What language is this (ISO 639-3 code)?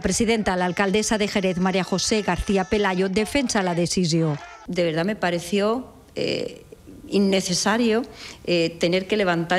cat